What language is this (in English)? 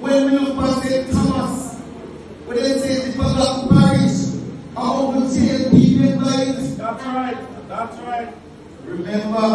Jamaican Creole English